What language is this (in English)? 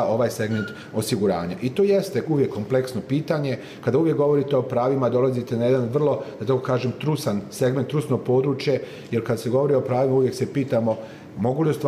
Bosnian